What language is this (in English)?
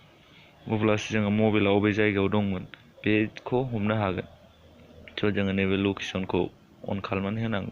Bodo